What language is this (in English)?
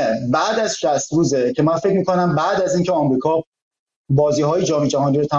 Persian